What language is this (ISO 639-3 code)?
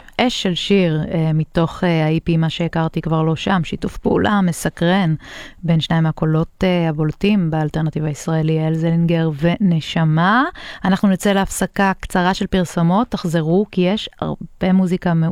heb